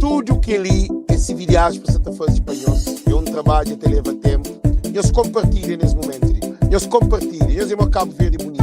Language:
Kabuverdianu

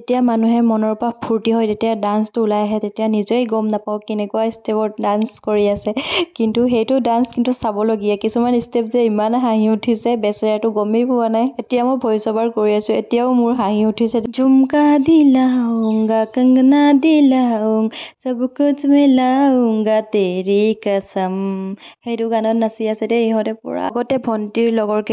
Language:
Assamese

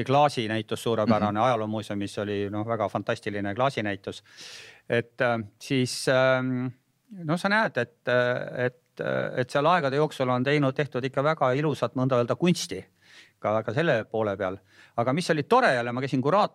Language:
Estonian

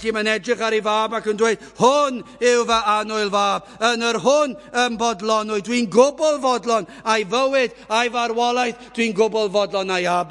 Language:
Welsh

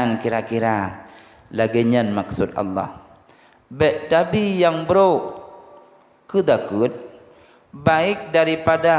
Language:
Achinese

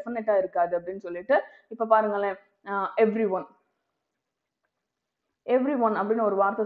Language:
Tamil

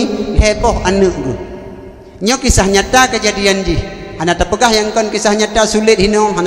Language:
Achinese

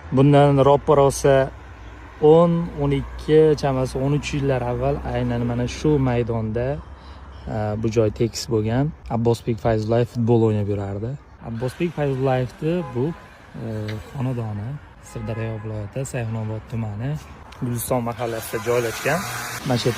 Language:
Uzbek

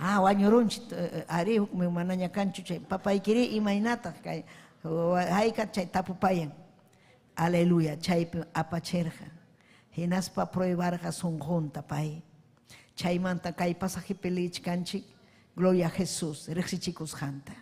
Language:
Ayacucho Quechua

